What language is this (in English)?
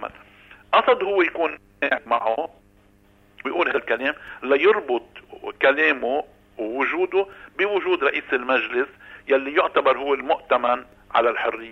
North Levantine Arabic